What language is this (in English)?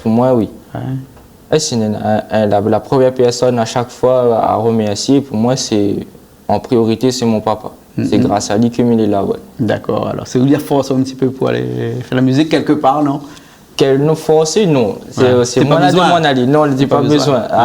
Réunion Creole French